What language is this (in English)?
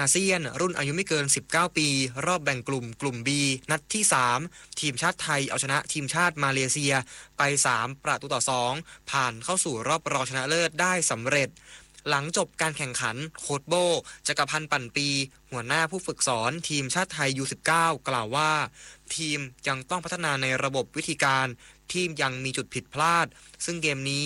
Thai